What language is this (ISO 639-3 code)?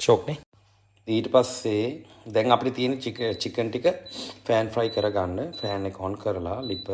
sin